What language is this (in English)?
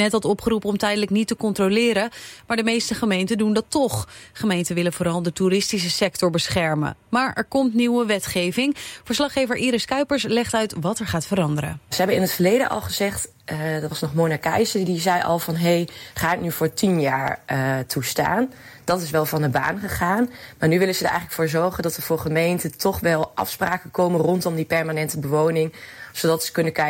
Dutch